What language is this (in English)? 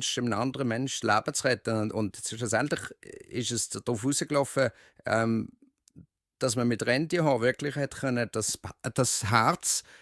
Swiss German